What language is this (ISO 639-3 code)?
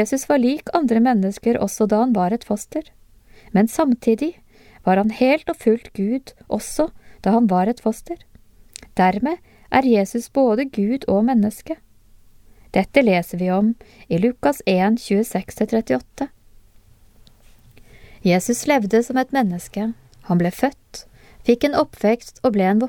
nor